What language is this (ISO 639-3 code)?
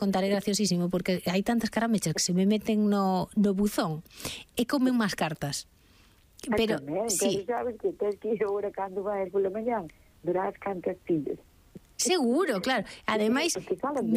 glg